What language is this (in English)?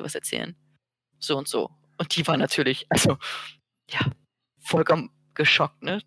German